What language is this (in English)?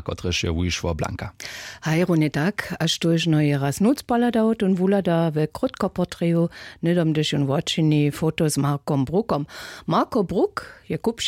Upper Sorbian